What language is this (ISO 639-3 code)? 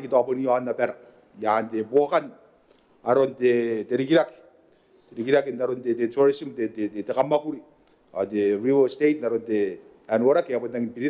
gil